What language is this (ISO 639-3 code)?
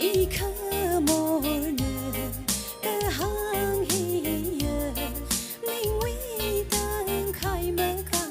nmf